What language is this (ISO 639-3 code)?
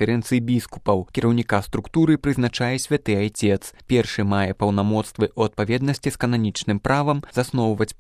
bel